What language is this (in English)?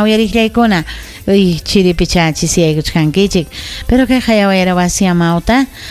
Ayacucho Quechua